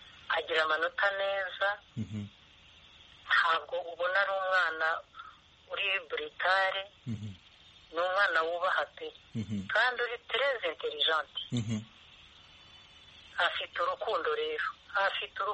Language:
Kinyarwanda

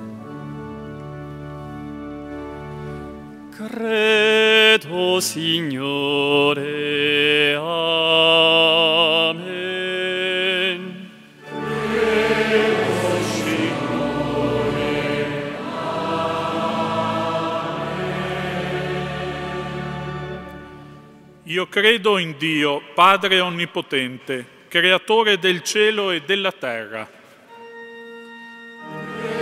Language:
Italian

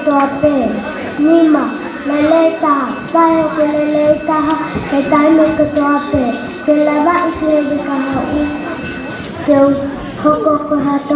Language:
Tongan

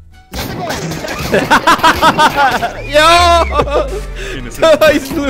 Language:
Czech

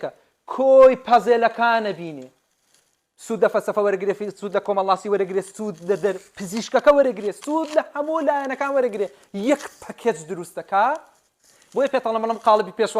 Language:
Central Kurdish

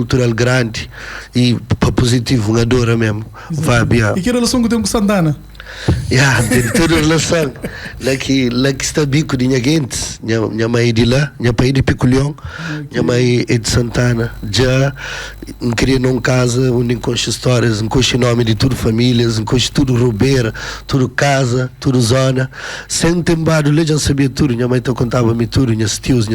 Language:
Kabuverdianu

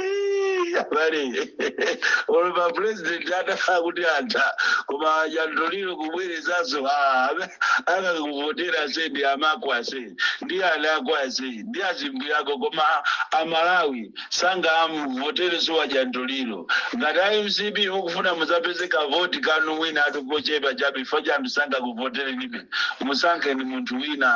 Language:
Nyanja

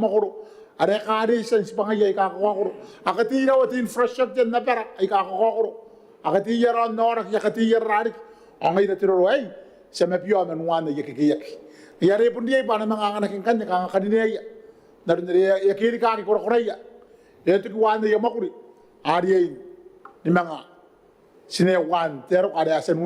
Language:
Gilbertese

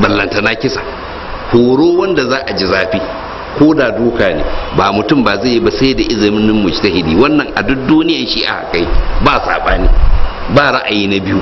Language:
Hausa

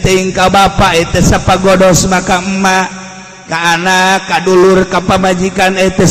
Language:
Sundanese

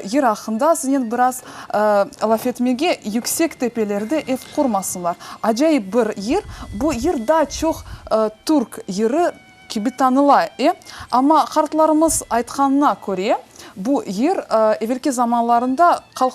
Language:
Crimean Tatar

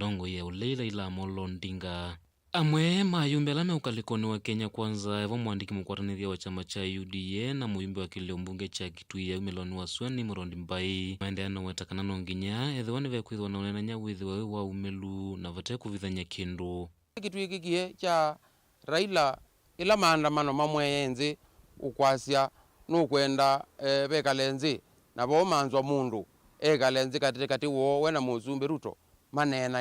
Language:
Kamba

